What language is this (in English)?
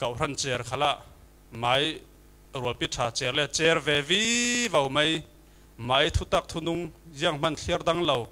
Falam Chin